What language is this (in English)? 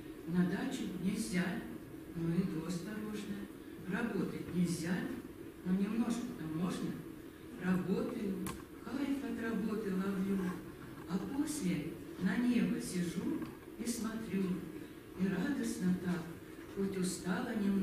Russian